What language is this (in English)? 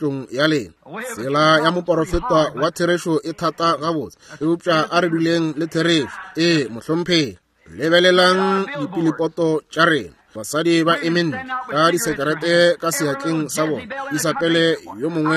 Northern Sotho